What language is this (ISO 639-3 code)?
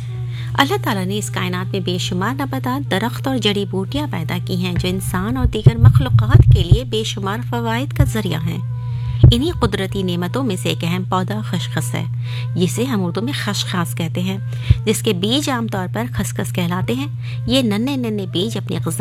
urd